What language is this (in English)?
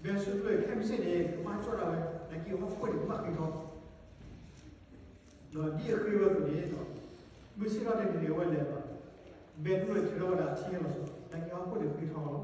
S'gaw Karen